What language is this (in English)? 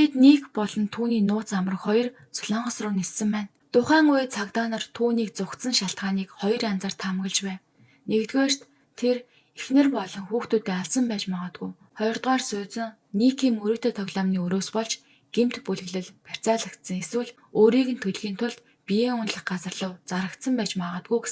Mongolian